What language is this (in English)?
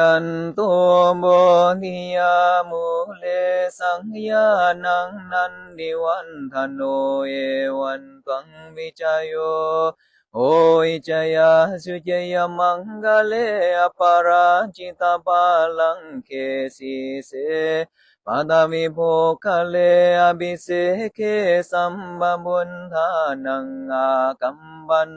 Pali